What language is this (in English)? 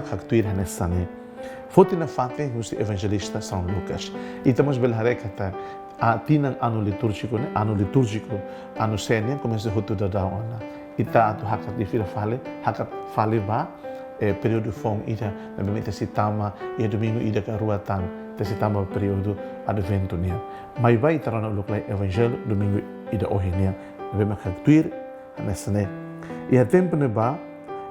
Tetum